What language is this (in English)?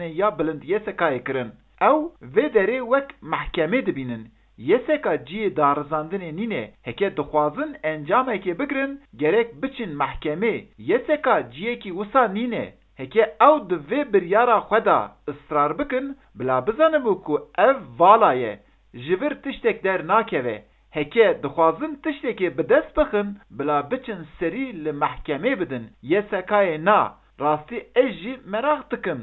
Kurdish